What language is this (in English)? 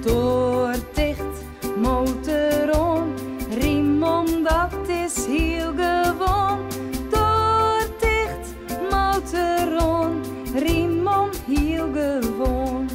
Western Frisian